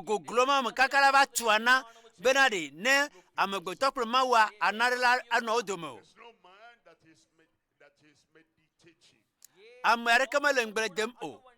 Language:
Ewe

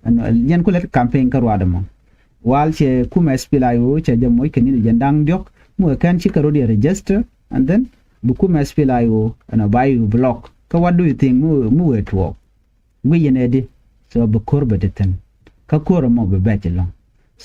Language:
Nuer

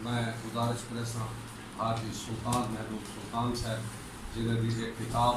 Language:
Saraiki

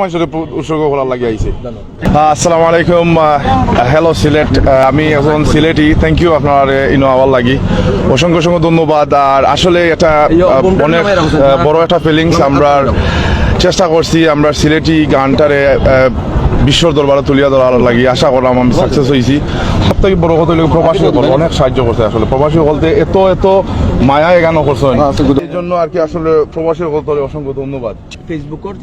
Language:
Sylheti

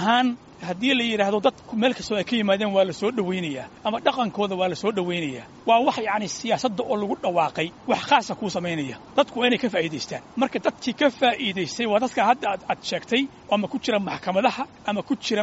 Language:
Somali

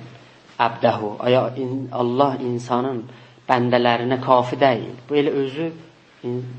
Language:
South Azerbaijani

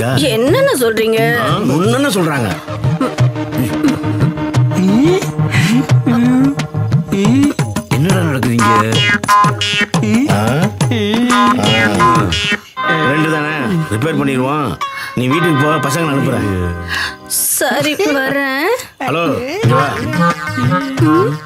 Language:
Tamil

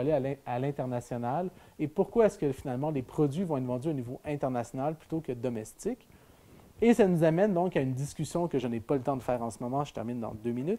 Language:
French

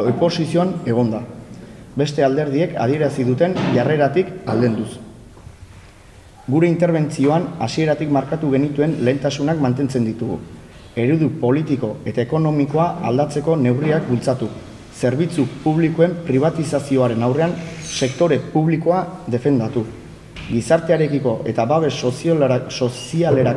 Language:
Basque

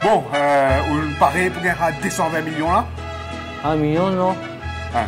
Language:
Morisyen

